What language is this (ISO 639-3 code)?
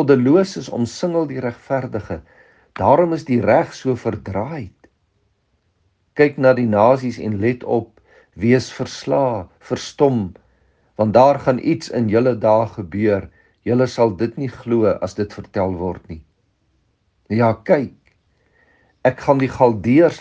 afr